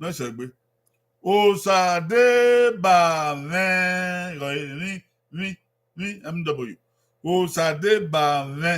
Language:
Bini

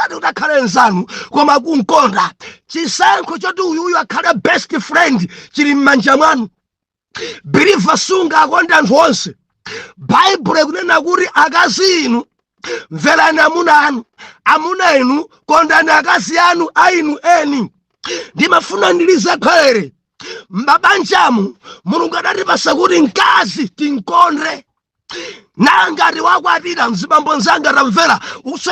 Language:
Nyanja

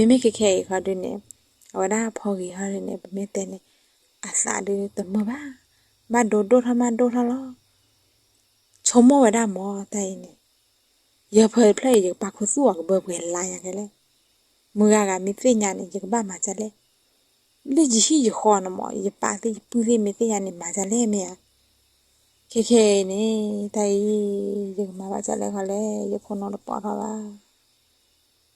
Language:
S'gaw Karen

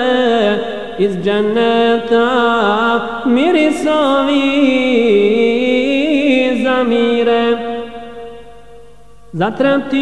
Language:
Bosnian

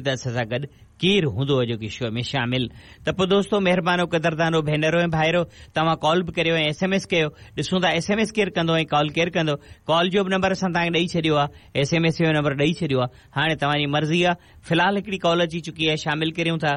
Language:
Sindhi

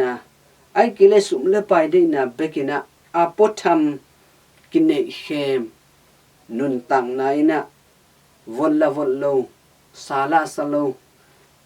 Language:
Tedim Chin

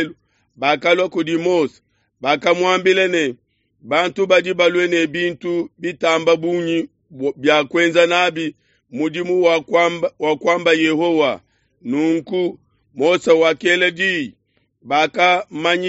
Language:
Luba-Lulua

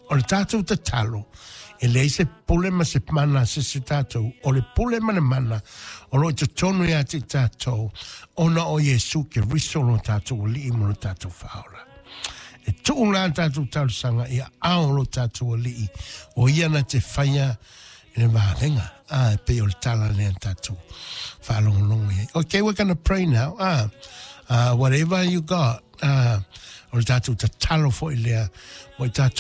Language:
Samoan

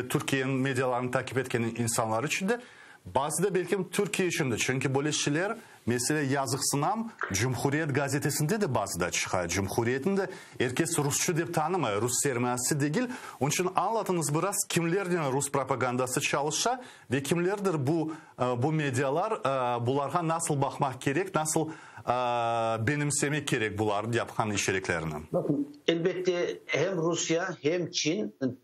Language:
Crimean Tatar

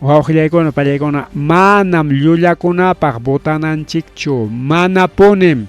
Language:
Ayacucho Quechua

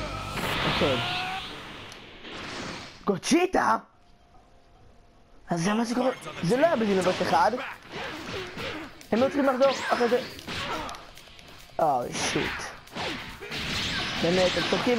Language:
Hebrew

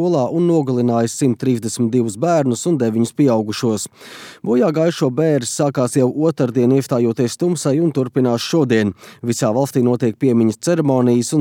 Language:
Latvian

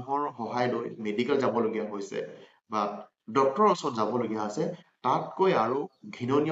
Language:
Assamese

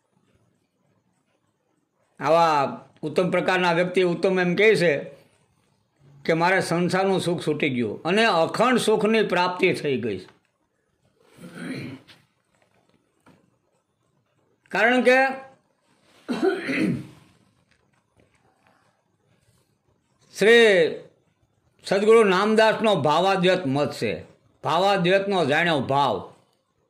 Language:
Gujarati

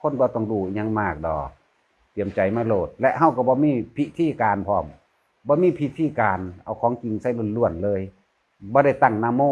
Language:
Northeastern Thai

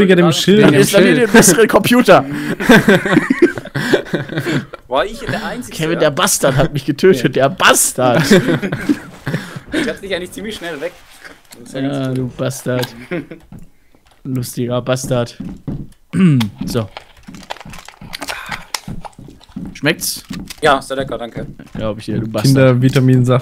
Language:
German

